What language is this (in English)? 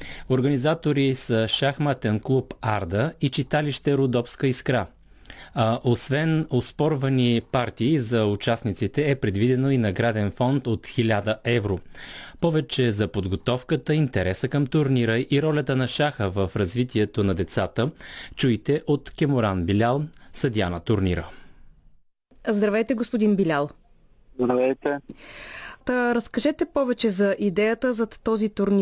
Bulgarian